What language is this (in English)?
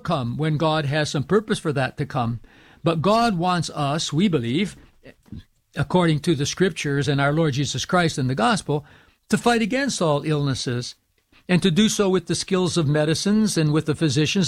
English